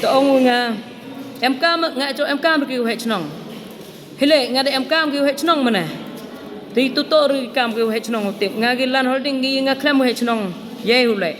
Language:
Khasi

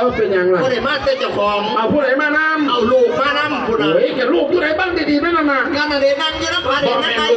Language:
Northeastern Thai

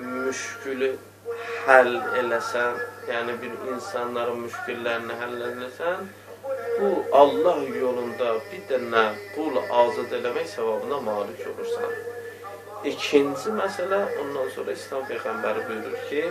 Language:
Azerbaijani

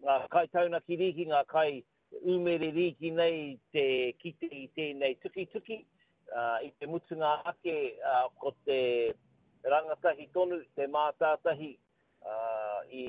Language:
Māori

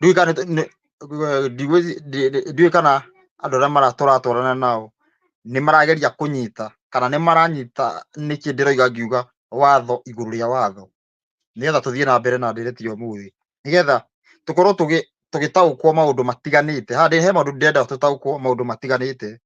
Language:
Kikuyu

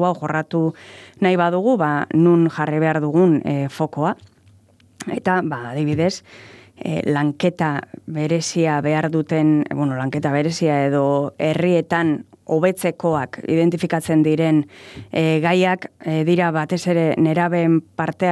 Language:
Basque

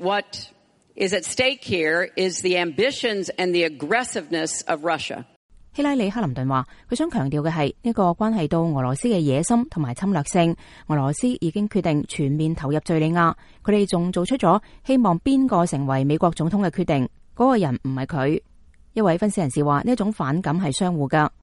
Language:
Cantonese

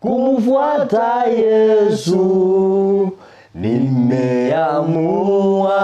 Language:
Gusii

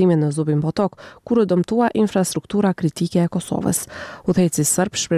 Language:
Albanian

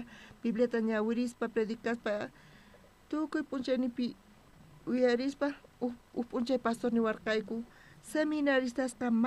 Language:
South Bolivian Quechua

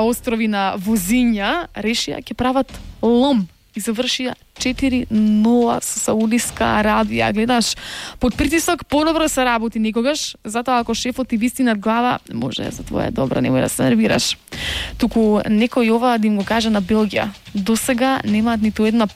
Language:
Macedonian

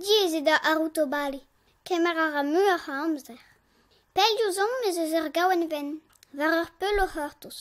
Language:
Breton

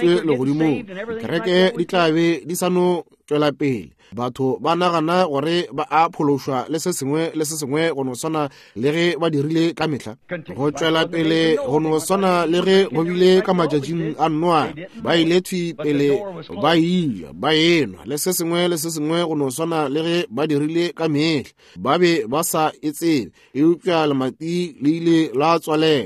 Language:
Northern Sotho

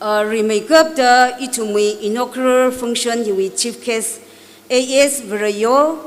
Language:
Tangkhul Naga (India)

